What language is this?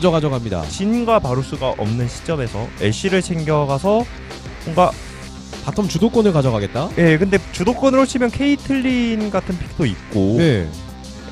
Korean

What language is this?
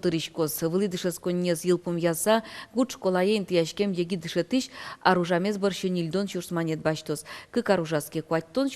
Udmurt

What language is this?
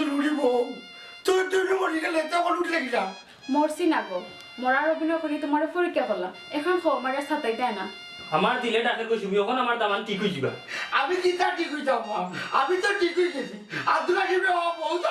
Sylheti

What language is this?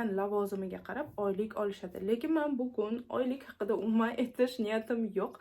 Uzbek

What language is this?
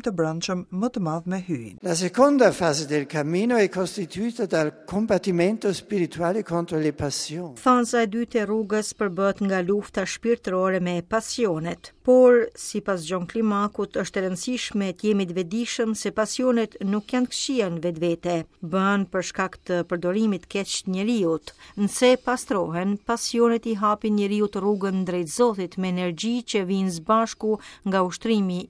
Albanian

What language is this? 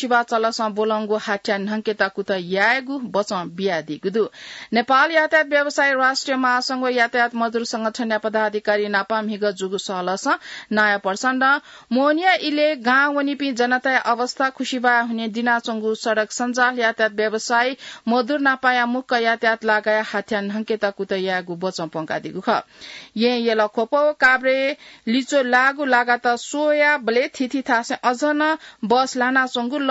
Newari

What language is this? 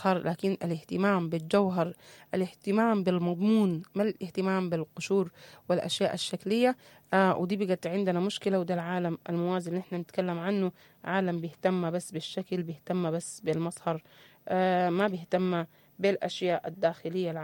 Sudanese Arabic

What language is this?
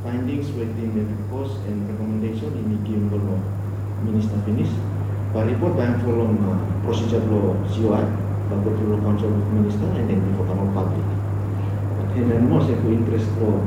Bislama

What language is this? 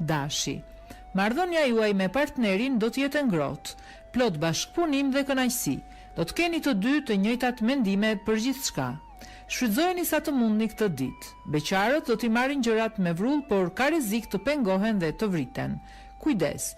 Albanian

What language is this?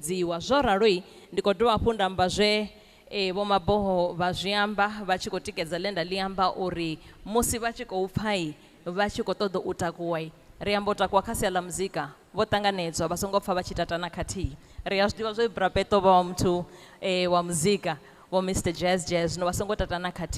Venda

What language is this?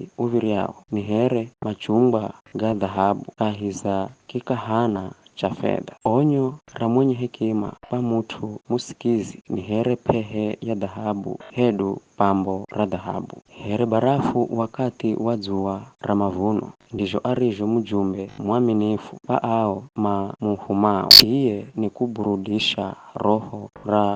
Giryama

